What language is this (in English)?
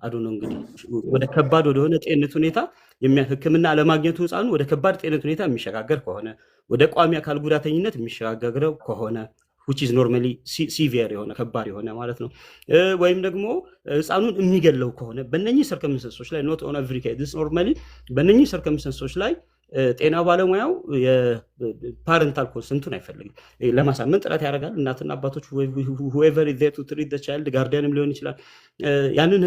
Amharic